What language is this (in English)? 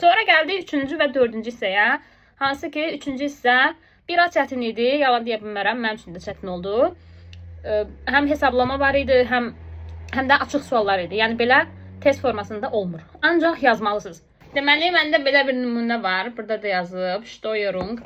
Azerbaijani